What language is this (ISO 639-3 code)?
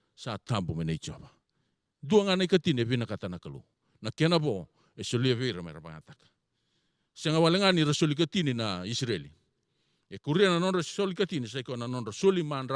fij